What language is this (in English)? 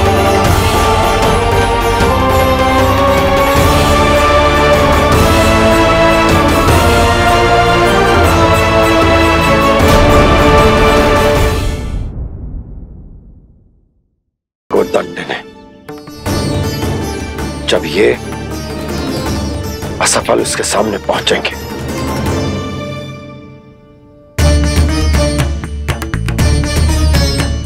Hindi